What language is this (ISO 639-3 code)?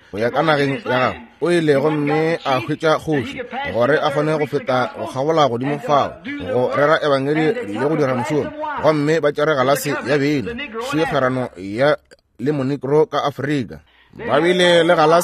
nso